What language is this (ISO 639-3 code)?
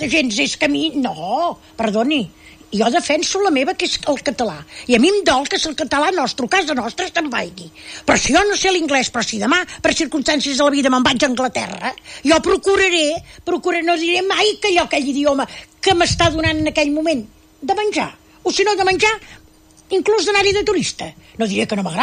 cat